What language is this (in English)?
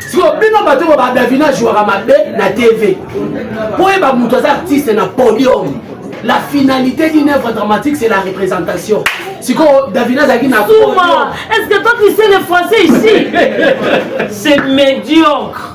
Lingala